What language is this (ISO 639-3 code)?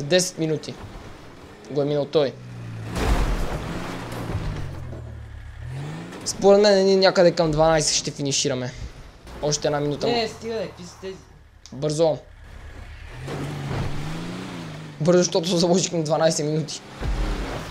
bul